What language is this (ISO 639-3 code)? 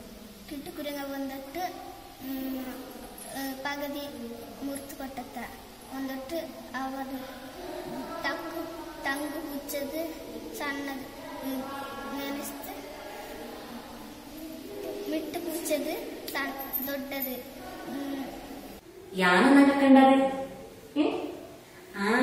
mal